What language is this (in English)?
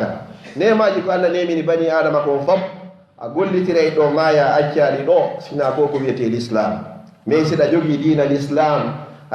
Fula